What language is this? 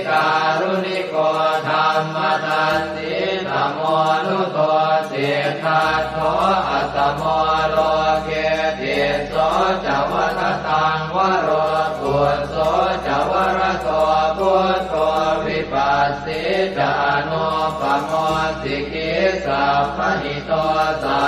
Pali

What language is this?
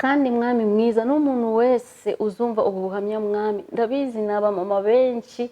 Kinyarwanda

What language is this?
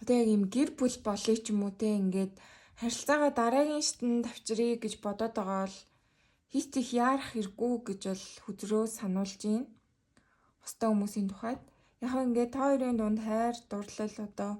Mongolian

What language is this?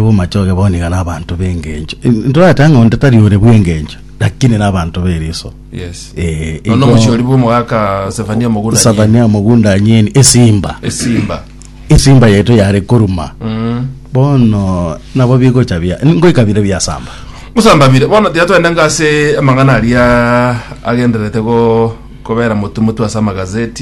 Gusii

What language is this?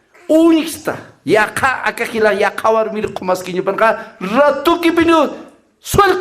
Aymara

